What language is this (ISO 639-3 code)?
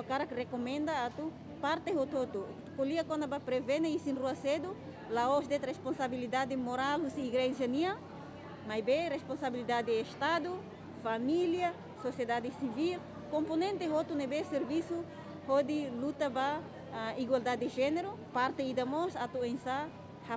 tet